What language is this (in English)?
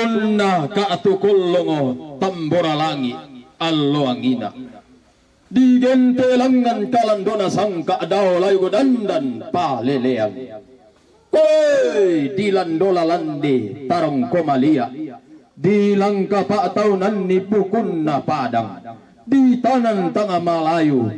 Toraja-Sa'dan